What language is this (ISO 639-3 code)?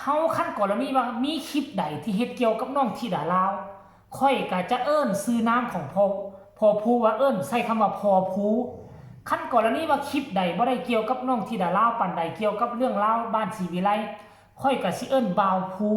lao